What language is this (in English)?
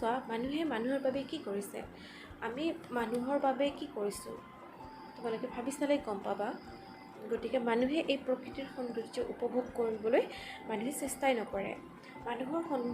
Assamese